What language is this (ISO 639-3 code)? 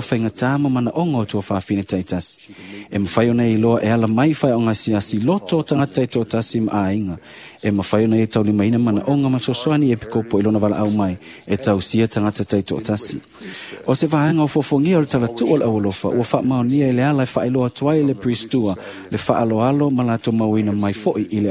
smo